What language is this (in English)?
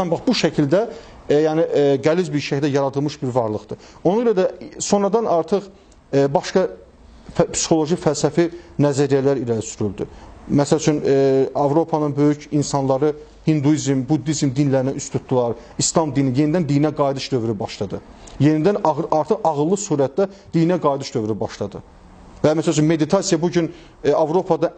Azerbaijani